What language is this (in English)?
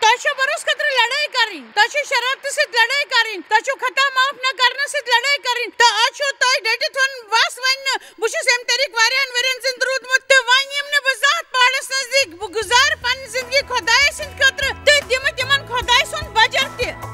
Kashmiri